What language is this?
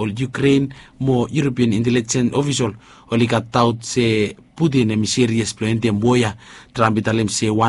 Bislama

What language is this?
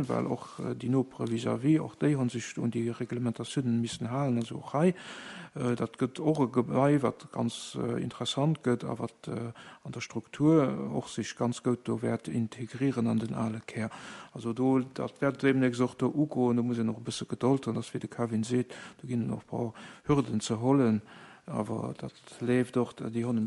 Luxembourgish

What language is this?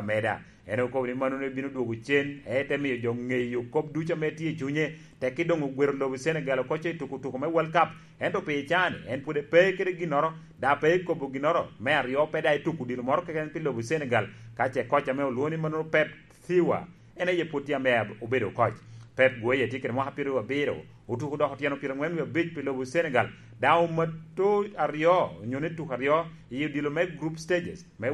Lango (Uganda)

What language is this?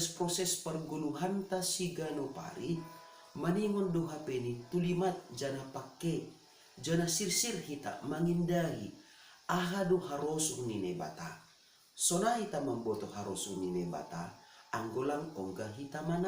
Batak Simalungun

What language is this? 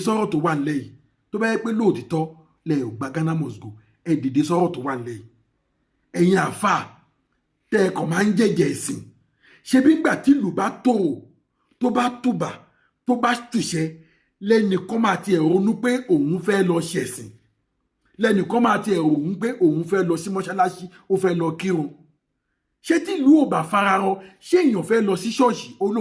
Yoruba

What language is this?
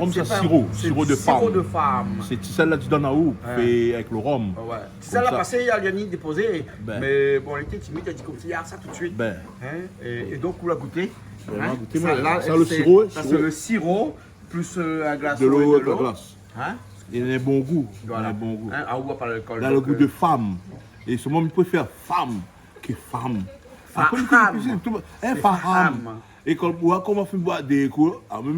Réunion Creole French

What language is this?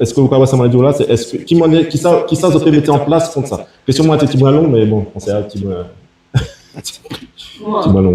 Guadeloupean Creole French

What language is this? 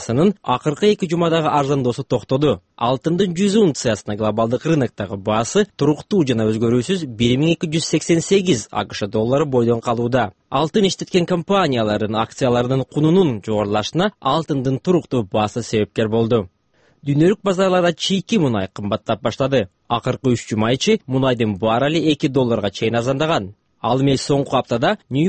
Kyrgyz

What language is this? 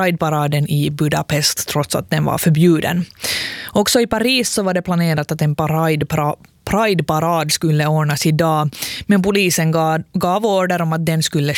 Swedish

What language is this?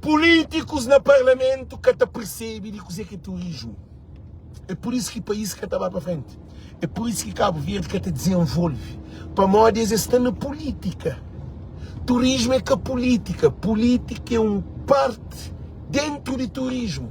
Kabuverdianu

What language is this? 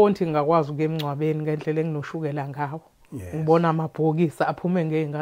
Zulu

